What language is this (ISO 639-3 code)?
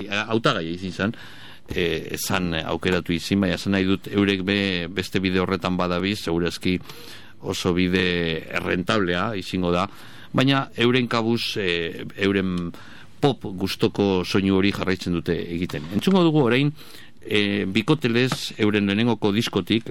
eus